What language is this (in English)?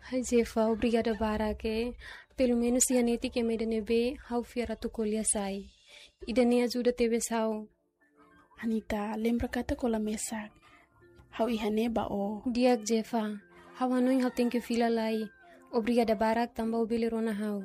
Tetum